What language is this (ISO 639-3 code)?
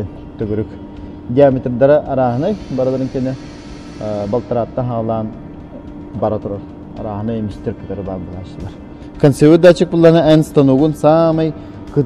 sah